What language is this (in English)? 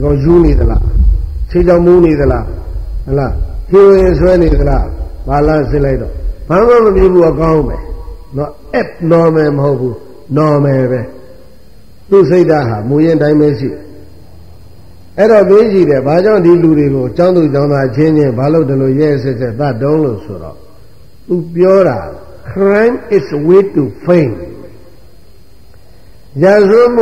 Burmese